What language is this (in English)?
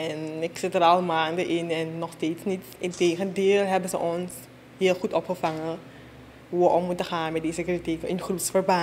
Dutch